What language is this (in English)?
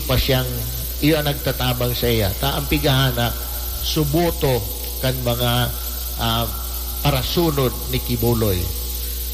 Bikol